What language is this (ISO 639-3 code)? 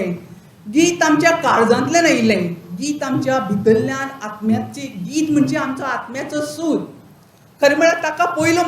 kok